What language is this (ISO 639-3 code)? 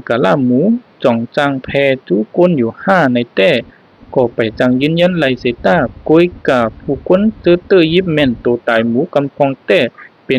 shn